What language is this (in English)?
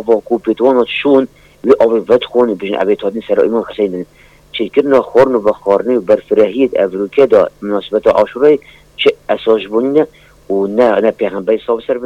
Kurdish